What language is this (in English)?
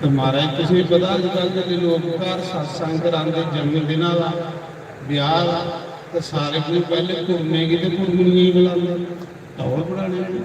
Dogri